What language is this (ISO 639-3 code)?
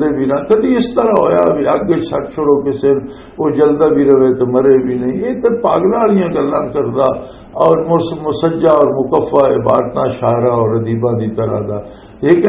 lah